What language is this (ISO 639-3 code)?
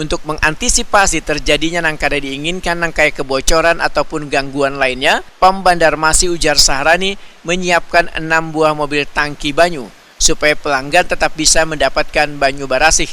bjn